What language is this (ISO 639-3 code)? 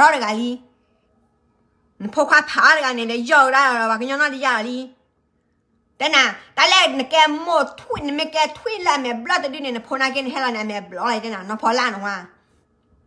ksw